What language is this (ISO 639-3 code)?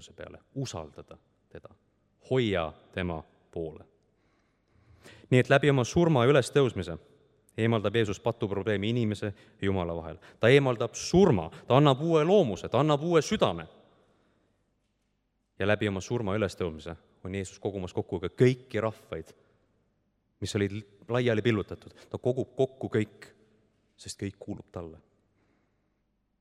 est